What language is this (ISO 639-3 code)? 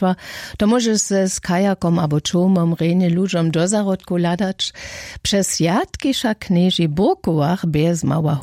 hsb